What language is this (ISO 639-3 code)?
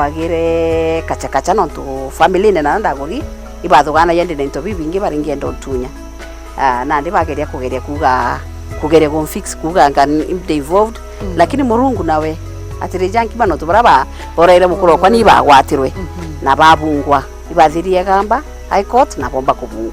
mer